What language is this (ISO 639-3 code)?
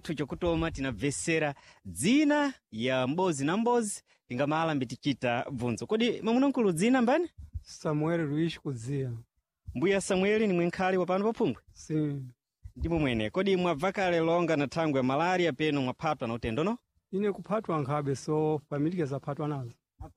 seh